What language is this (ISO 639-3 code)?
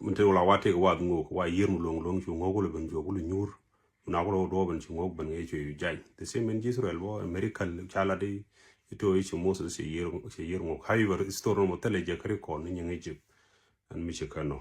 nus